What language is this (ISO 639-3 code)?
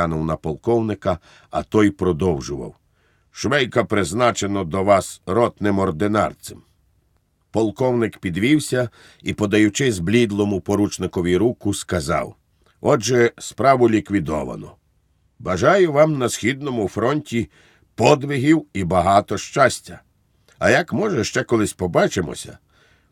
ukr